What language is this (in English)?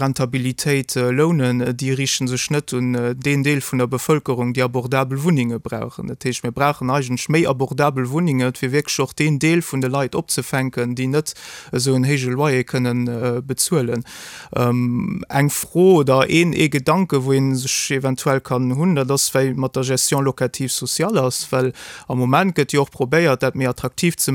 Luxembourgish